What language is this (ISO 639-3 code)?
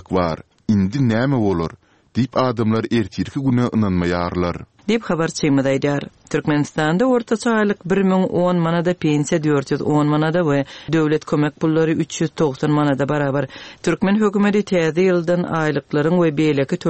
tuk